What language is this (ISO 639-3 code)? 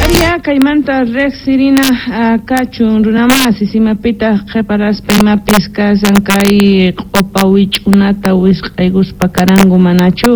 que